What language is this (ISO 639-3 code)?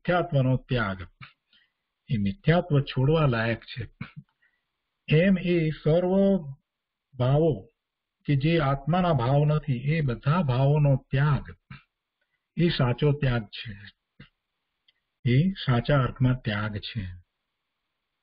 guj